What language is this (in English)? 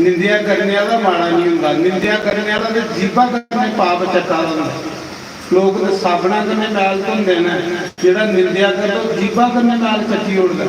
Dogri